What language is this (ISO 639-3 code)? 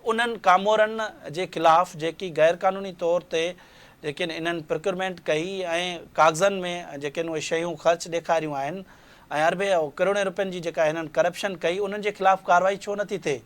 snd